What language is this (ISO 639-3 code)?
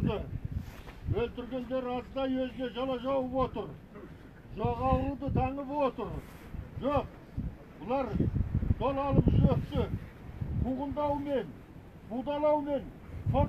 kaz